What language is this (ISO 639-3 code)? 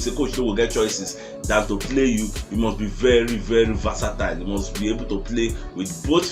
pcm